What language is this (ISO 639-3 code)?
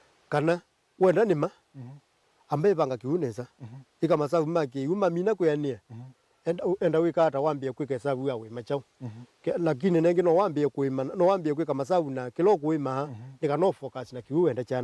kam